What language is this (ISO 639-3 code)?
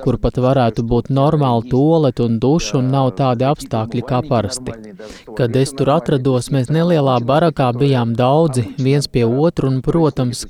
lav